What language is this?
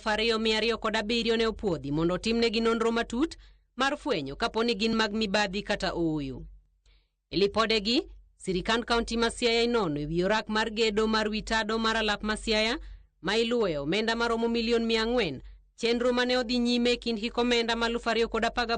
Luo (Kenya and Tanzania)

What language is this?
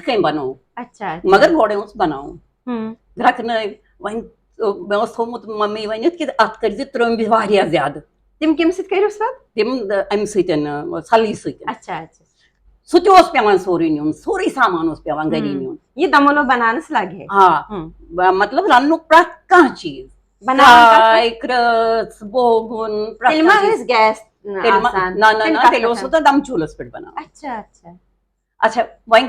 Kashmiri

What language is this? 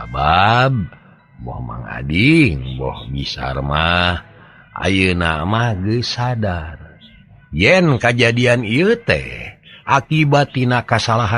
Sundanese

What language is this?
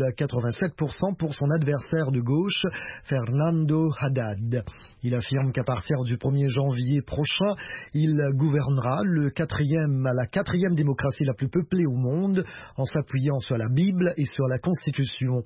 French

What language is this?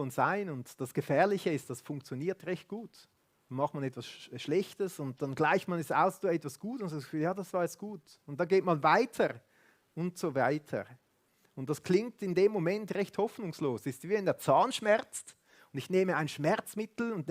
Swiss German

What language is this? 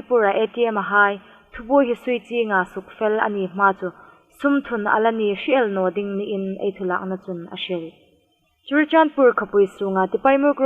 Hmar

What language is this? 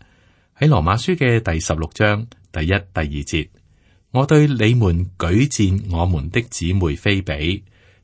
Cantonese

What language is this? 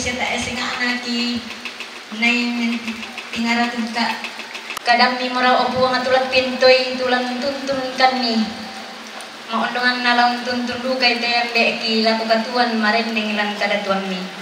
Toraja-Sa'dan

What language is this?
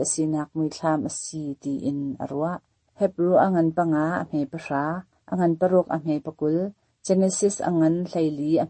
Hakha Chin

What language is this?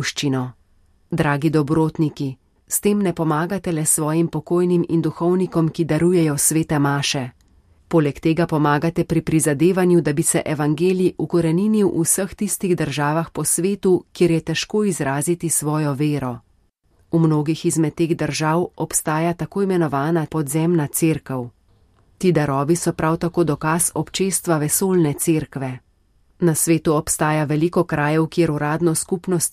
Slovenian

